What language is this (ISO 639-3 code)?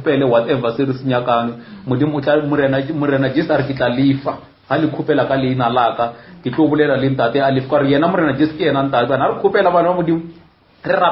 nso